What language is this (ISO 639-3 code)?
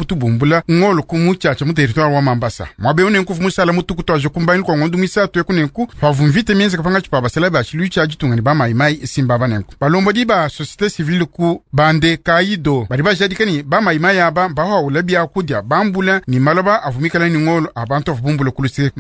lua